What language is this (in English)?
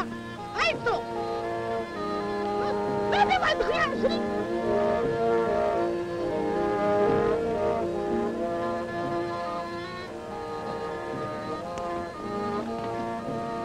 French